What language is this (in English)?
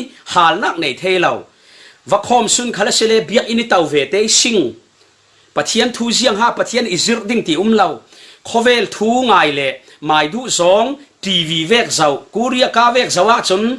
Falam Chin